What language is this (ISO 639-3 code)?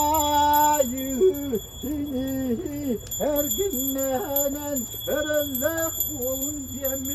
sah